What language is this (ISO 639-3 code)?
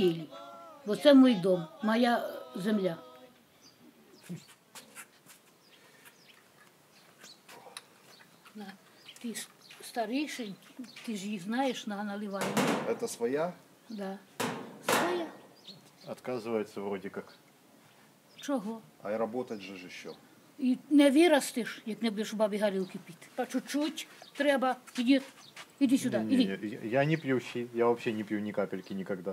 ukr